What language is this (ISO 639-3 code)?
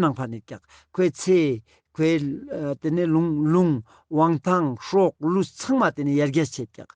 lbj